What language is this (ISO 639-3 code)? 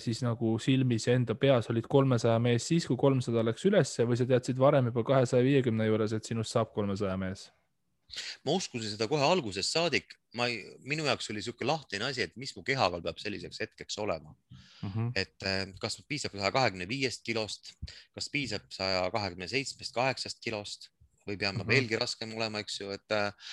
est